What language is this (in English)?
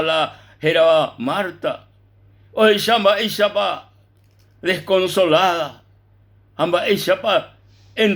Guarani